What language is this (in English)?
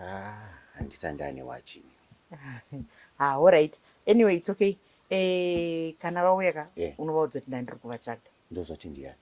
Shona